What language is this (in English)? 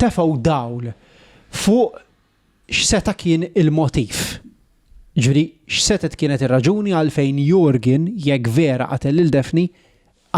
Maltese